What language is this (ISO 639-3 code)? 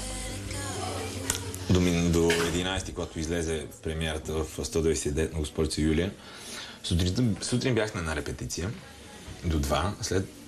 bul